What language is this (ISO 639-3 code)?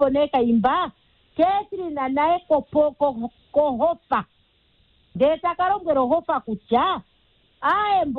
kua